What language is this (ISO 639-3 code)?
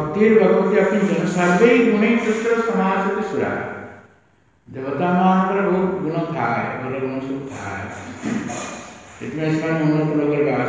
ori